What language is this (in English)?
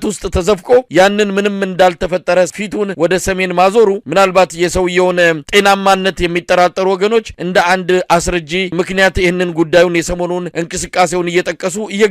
Amharic